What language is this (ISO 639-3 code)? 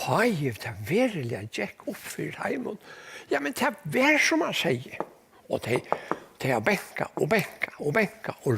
fao